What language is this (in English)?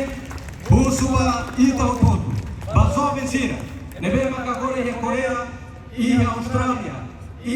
Tetum